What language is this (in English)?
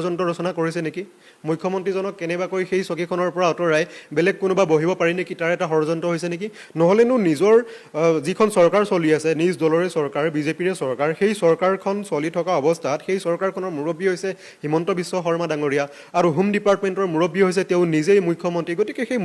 Assamese